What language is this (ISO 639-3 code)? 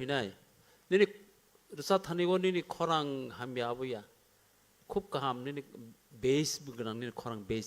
trp